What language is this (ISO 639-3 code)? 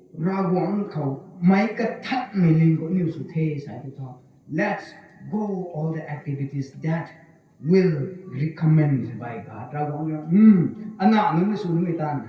nbu